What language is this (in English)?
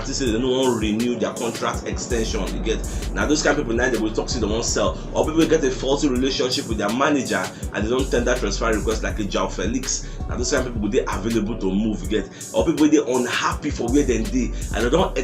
Nigerian Pidgin